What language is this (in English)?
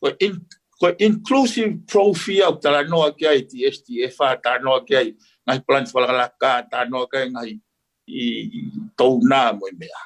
Tongan